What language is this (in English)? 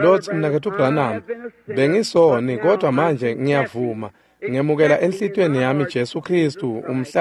Swati